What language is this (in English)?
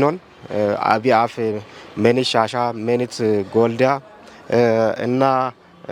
Kafa